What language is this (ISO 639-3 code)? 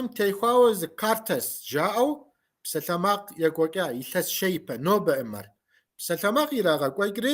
kbd